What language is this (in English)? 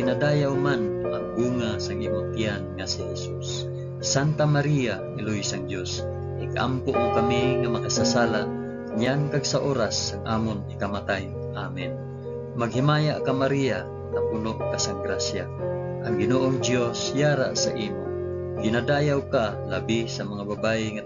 Hiligaynon